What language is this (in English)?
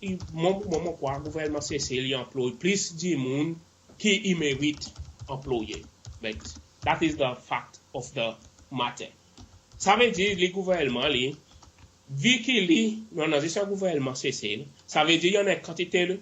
Seselwa Creole French